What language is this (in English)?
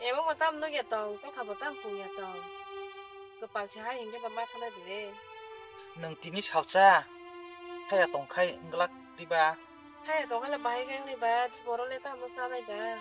Kok Borok